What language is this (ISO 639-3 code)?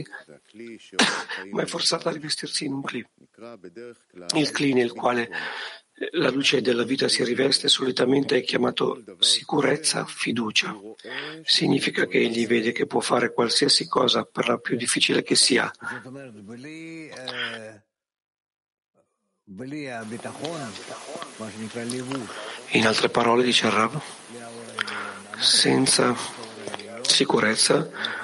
ita